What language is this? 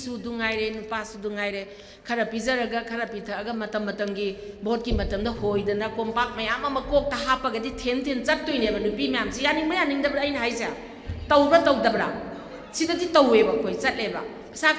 Manipuri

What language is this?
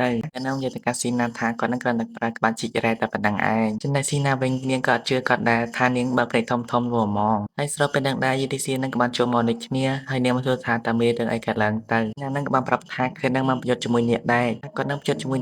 Khmer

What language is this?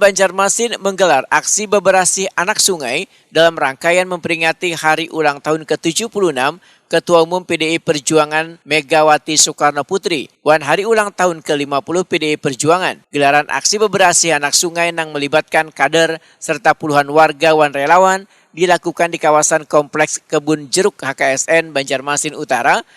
Banjar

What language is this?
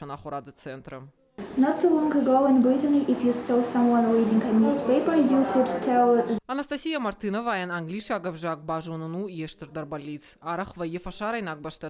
Ossetic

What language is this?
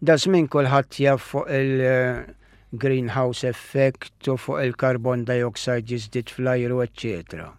Maltese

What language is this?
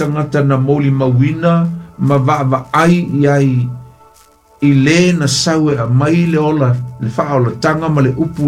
Samoan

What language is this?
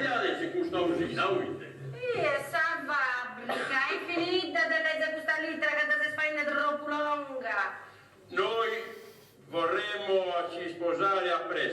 Sardinian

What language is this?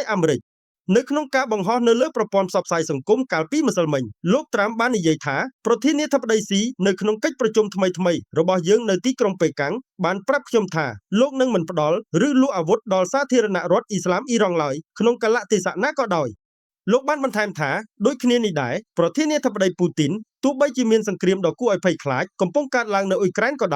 Khmer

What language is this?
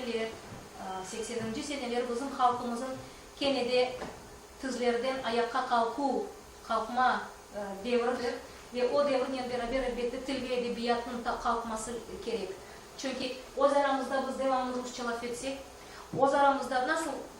Crimean Tatar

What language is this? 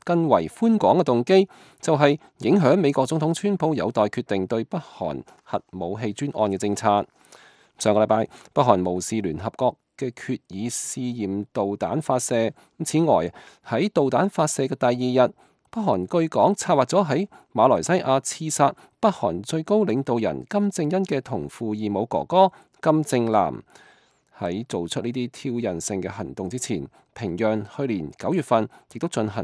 Cantonese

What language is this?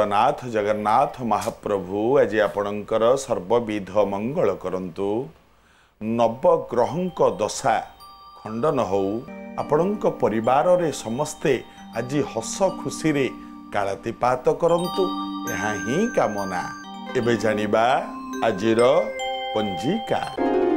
Odia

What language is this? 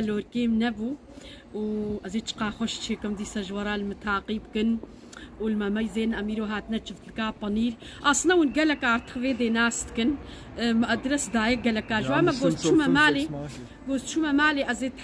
Kurdish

